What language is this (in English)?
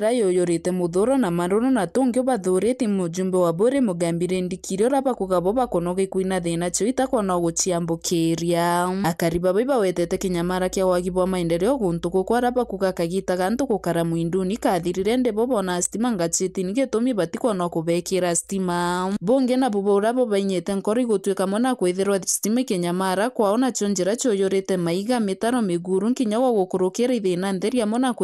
Meru